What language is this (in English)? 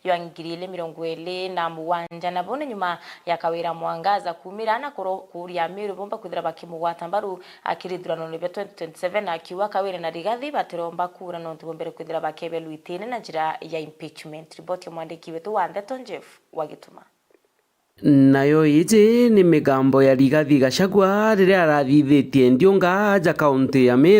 Meru